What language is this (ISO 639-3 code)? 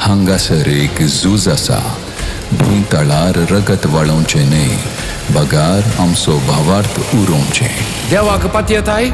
kok